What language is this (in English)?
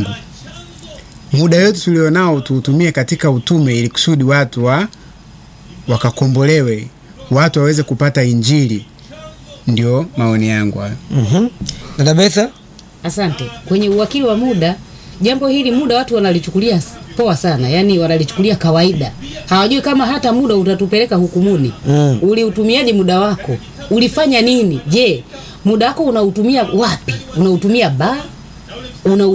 Swahili